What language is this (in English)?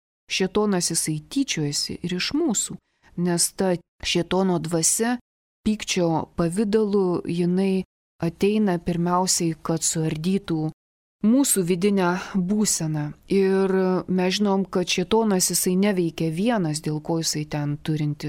Lithuanian